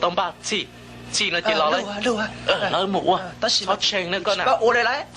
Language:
Hmong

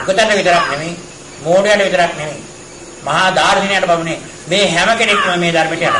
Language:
Sinhala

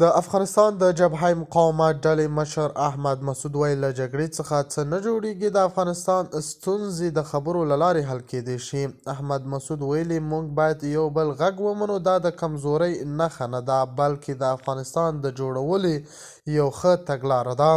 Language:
Pashto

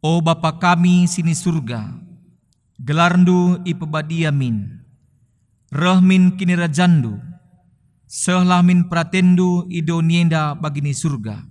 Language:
Batak Karo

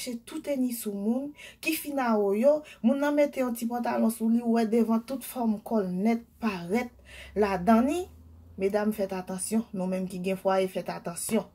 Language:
Haitian Creole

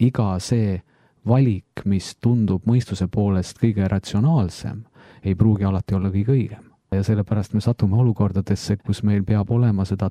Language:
Estonian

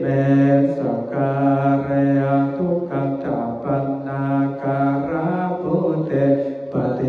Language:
Pali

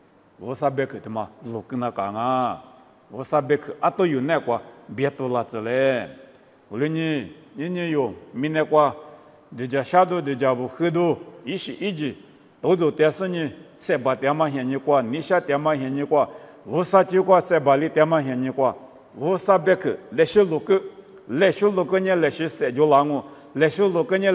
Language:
Lisu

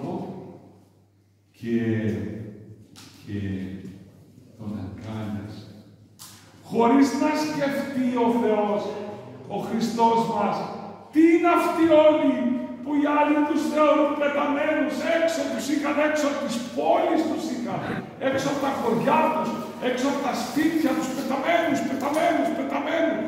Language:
Greek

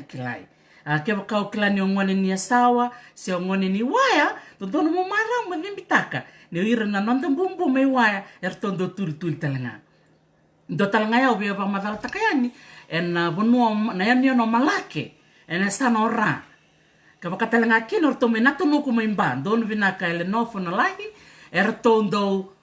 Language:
Fijian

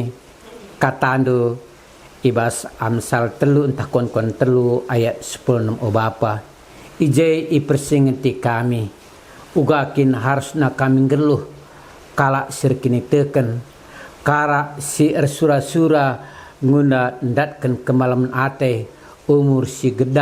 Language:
Batak Karo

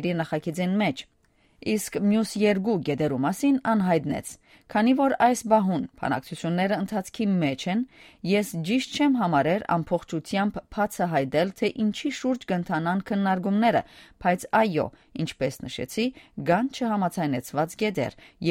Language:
Armenian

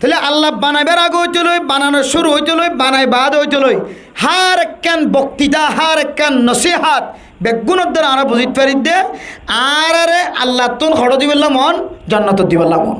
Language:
Rohingya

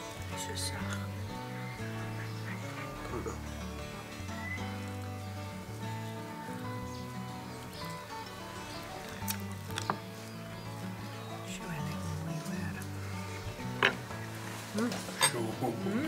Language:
Afrikaans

